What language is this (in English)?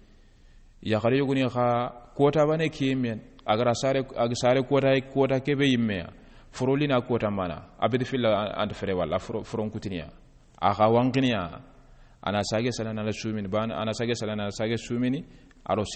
Soninke